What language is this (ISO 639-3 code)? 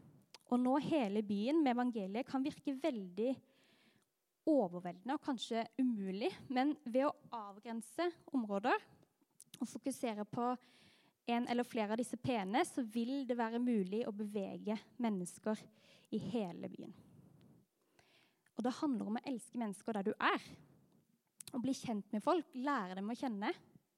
nor